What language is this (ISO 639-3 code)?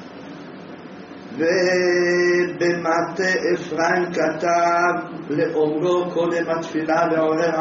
heb